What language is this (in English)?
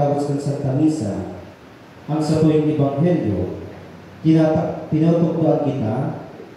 Bikol